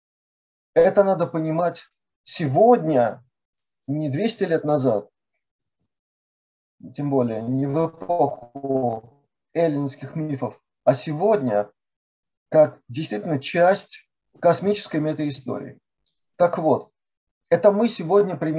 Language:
Russian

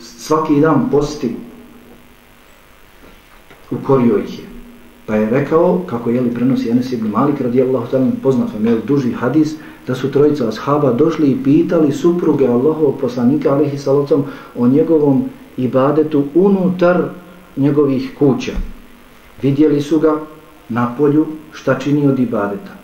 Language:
Bosnian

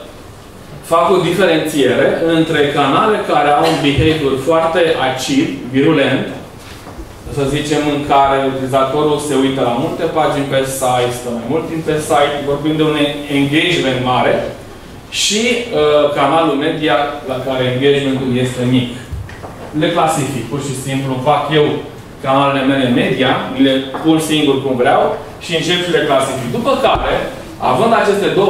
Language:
Romanian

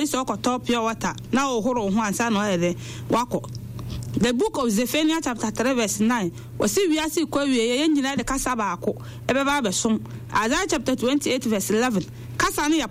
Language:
Akan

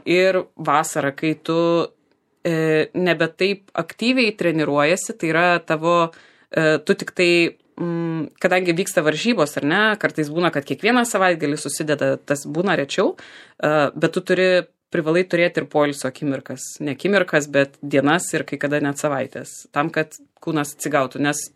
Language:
Lithuanian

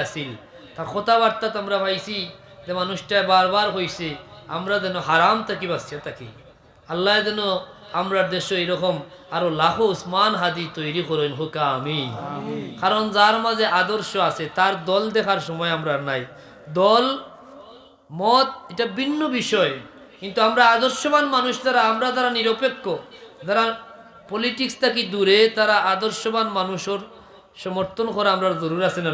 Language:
Sylheti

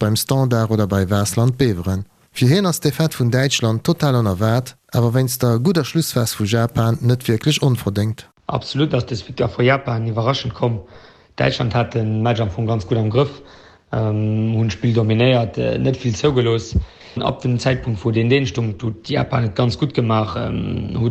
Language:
Luxembourgish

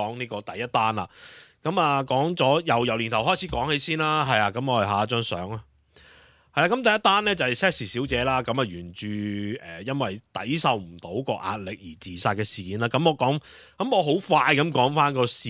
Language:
Cantonese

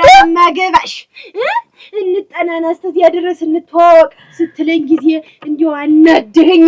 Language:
Amharic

